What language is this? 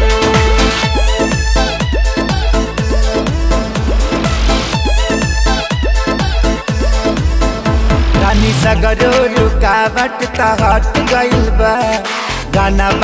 Bhojpuri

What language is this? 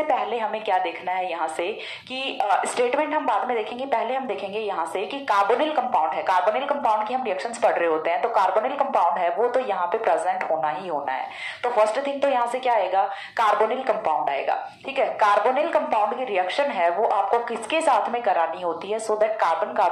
Hindi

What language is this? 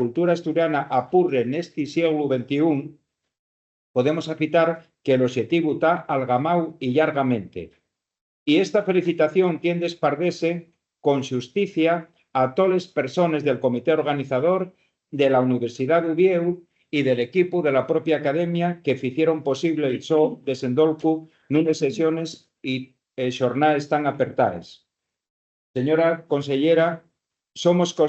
Asturian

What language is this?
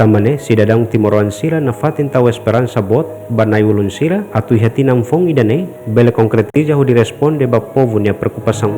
Tetum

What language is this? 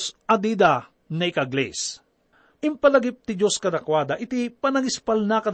Iloko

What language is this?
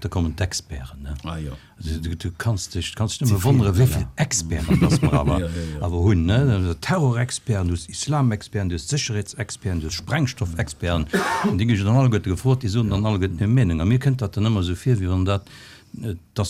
Luxembourgish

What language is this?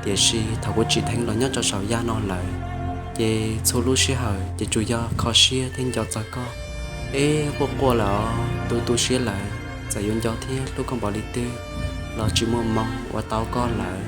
Hmong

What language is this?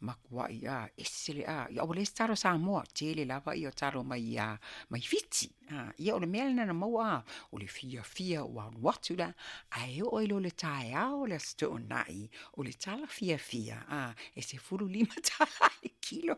Samoan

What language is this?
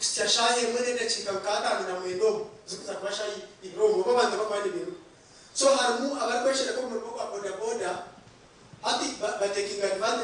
Nyankole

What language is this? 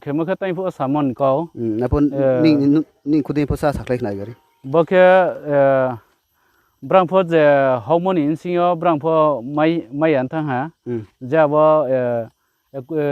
Riang (India)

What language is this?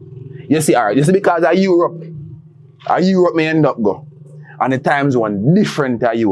Jamaican Creole English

